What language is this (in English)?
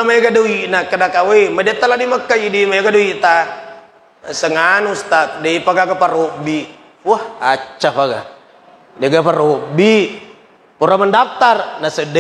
Buginese